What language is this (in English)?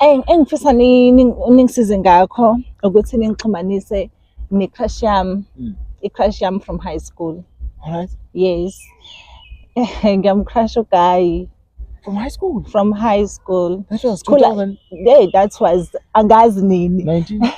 Zulu